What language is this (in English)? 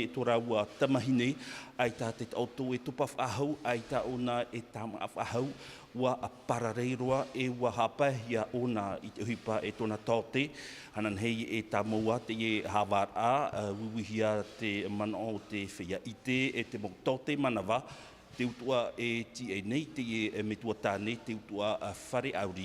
Tahitian